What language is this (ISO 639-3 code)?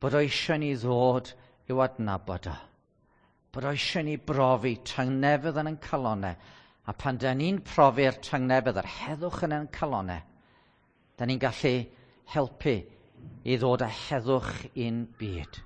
cym